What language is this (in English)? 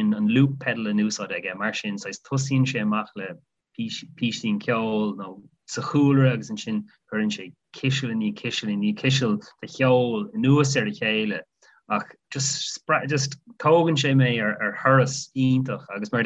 Irish